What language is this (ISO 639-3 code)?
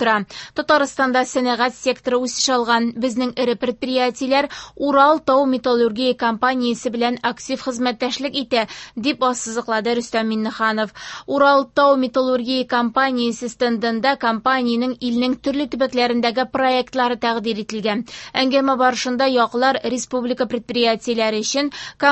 tat